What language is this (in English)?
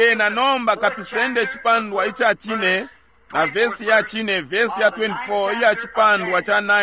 Bemba